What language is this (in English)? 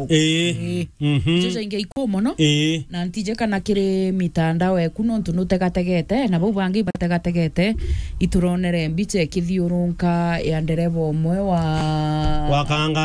Meru